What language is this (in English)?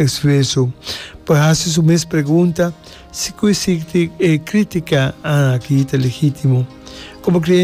Papiamento